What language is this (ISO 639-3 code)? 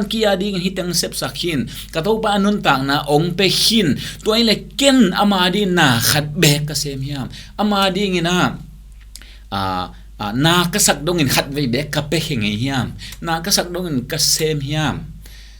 ctd